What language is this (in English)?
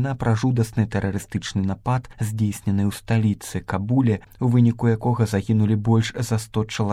Belarusian